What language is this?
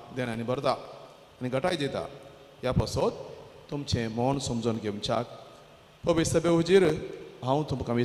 Konkani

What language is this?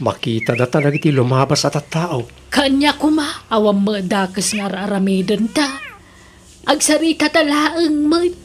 Iloko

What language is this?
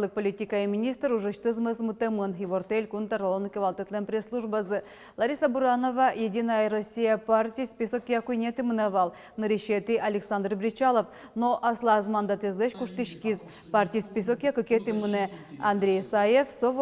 Udmurt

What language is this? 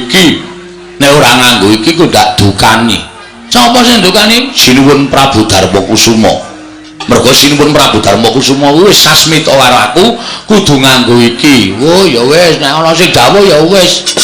Javanese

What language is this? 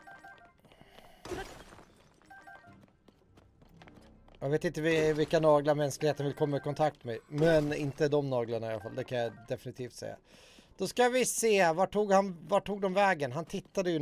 Swedish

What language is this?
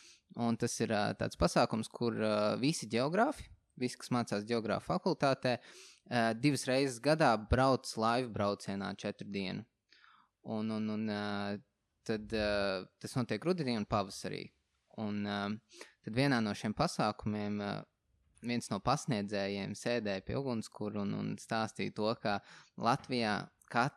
Latvian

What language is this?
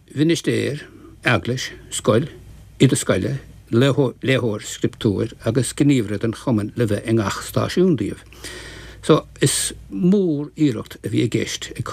Irish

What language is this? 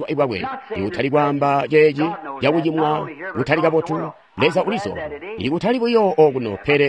Tonga (Zambia)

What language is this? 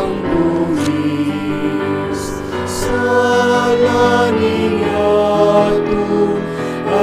Pampanga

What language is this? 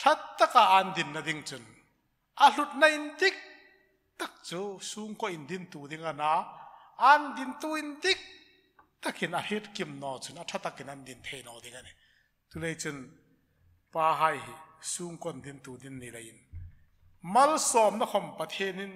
Hmar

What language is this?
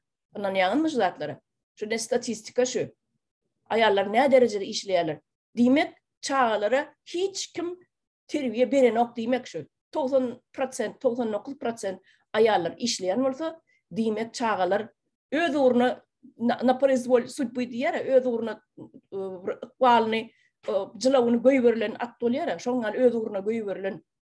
Turkmen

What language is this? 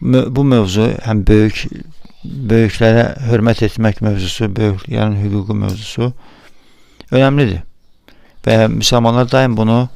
Azerbaijani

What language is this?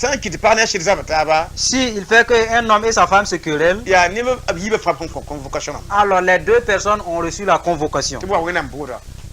Mossi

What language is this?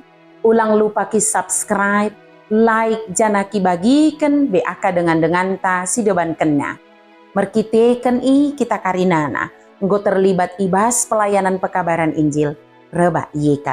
Batak Dairi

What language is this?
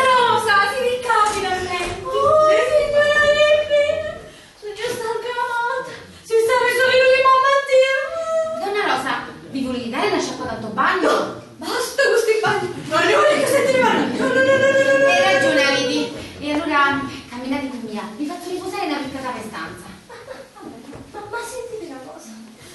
Sicilian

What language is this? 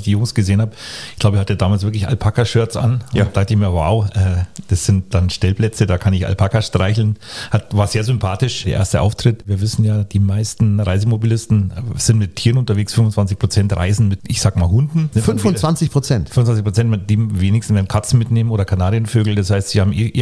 German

